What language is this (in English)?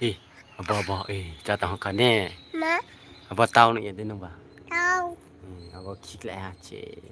Kok Borok